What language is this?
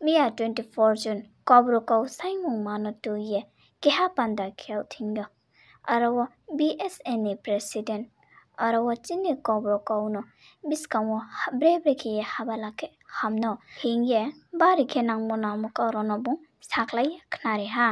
Riang (India)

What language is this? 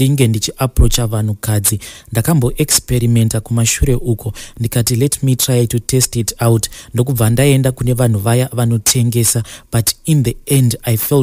Shona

